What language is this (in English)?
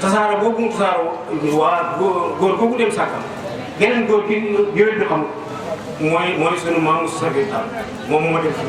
Wolof